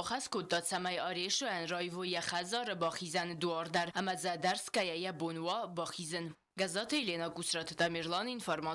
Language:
Ossetic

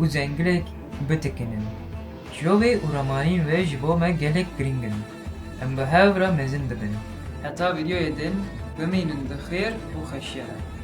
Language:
Kurdish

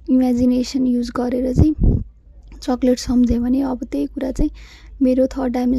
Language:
Nepali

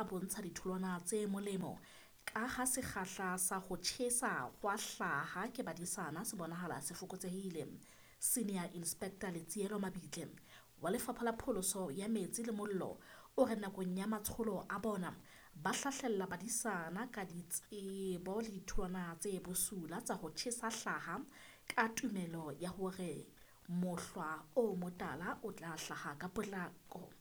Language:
Southern Sotho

